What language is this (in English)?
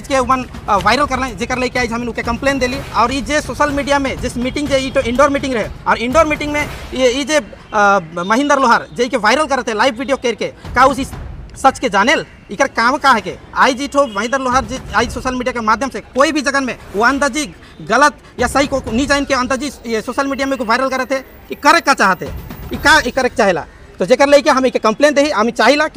Sadri